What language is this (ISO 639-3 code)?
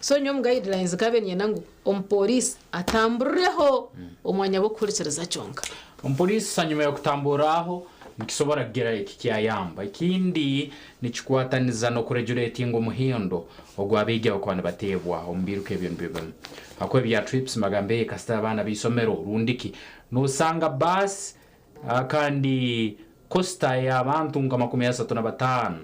nyn